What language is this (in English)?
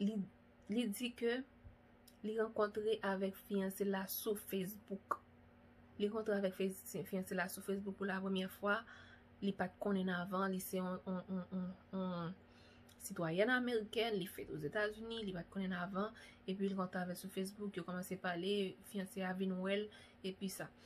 Haitian Creole